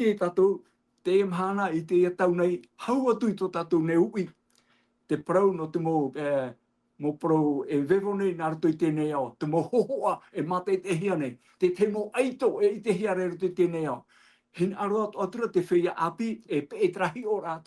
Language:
Tahitian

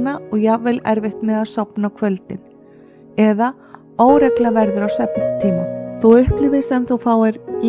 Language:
Icelandic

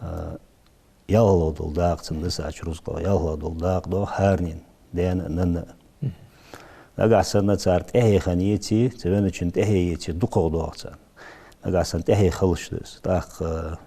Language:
Ingush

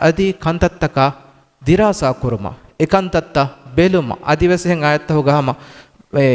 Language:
Divehi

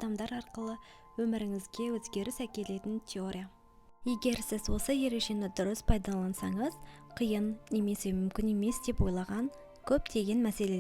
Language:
Kazakh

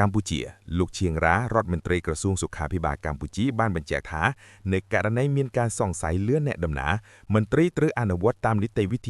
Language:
Khmer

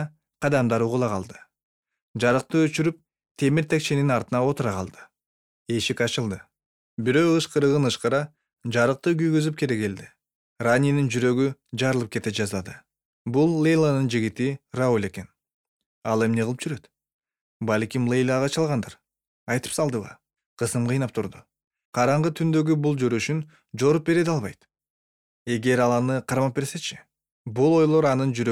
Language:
Kyrgyz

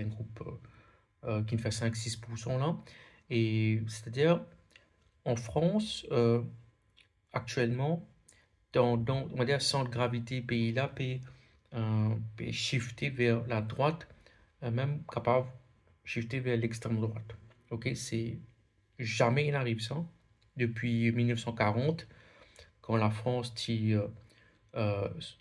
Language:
Morisyen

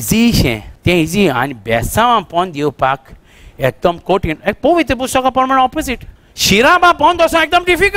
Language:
Konkani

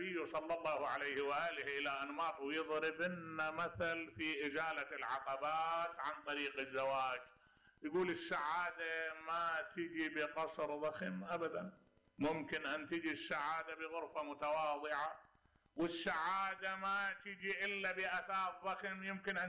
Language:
Mesopotamian Arabic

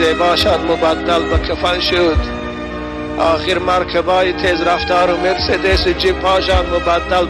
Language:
Tajik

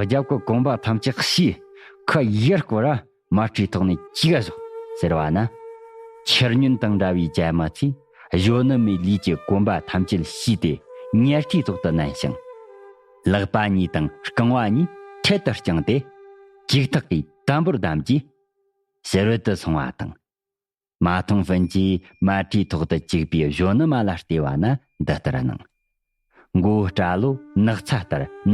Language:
Tibetan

